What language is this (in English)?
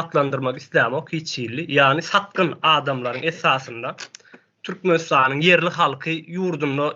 Turkmen